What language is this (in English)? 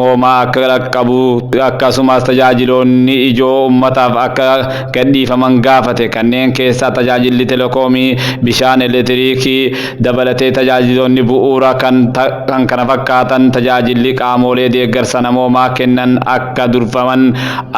Oromo